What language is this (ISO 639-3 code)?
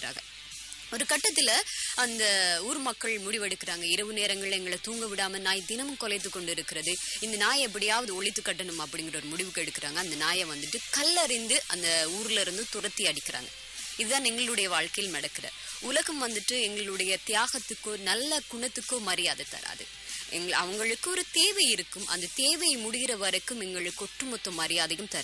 tam